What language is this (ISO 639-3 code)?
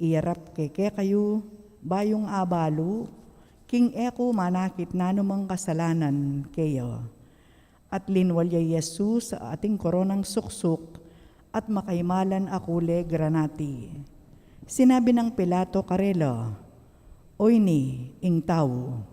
pam